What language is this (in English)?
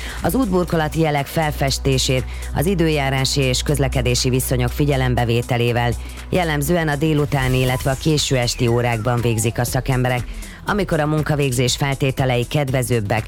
Hungarian